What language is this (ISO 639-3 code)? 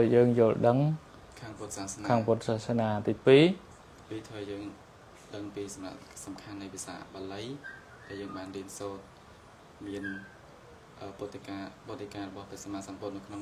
khm